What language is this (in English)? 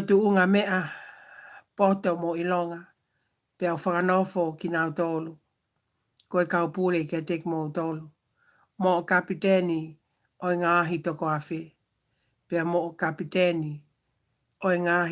Tongan